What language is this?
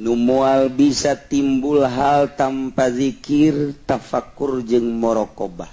Sundanese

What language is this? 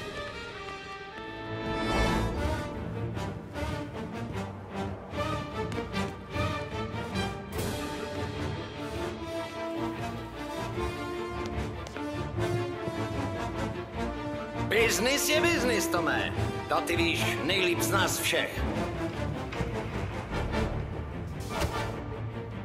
Czech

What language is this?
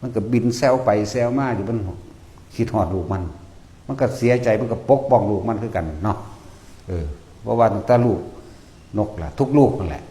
Lao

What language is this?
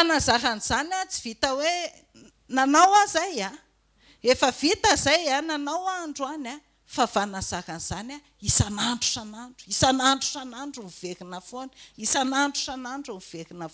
Malagasy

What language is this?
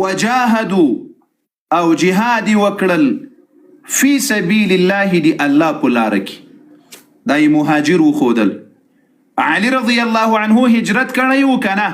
Pashto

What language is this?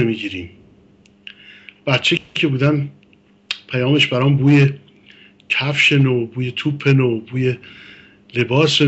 Persian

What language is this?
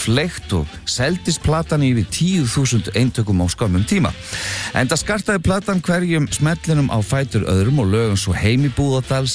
Icelandic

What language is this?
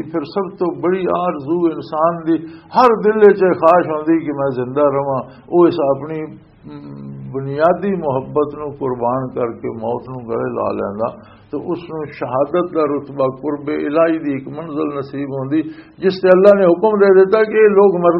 Western Panjabi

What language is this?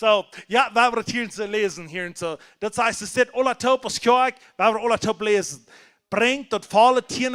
Plautdietsch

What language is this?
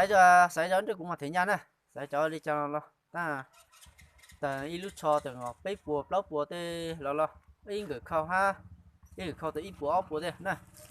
Hmong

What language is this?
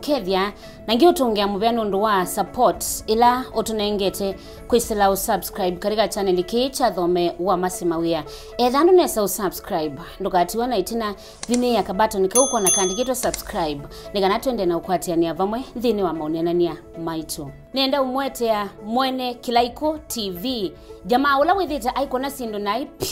Kamba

